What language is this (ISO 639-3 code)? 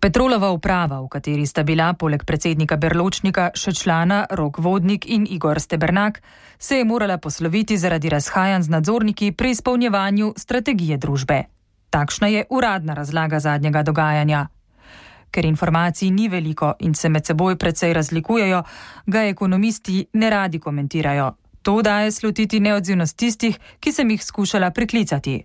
slv